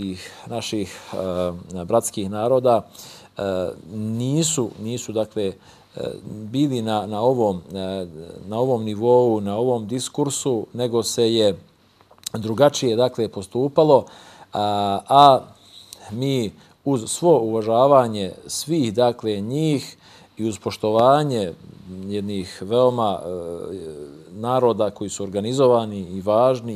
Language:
Bosnian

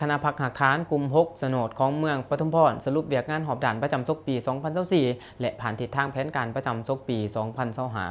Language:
Lao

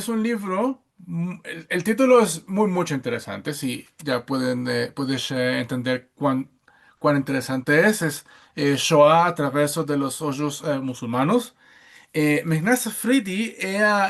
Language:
Ladino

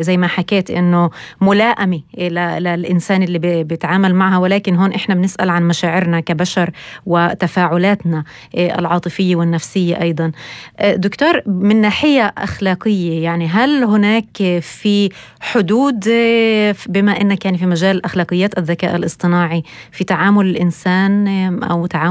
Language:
North Levantine Arabic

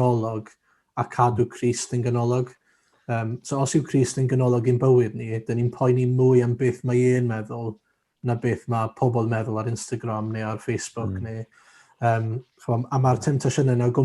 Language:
Welsh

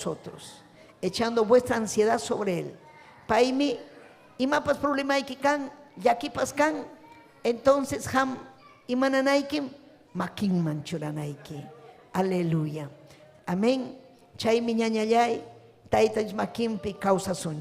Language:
Ayacucho Quechua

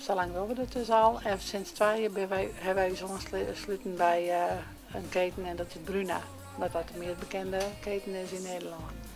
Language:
Western Frisian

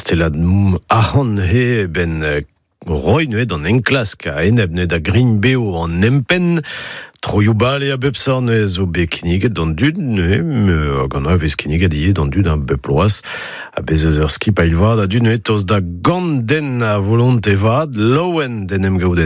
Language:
Breton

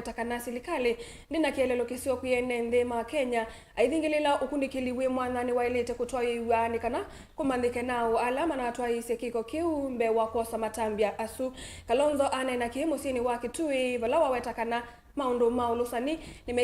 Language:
Kamba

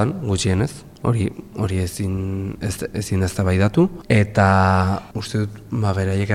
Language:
Basque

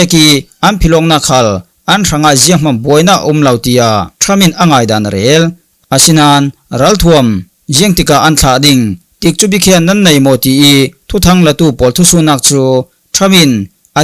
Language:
Falam Chin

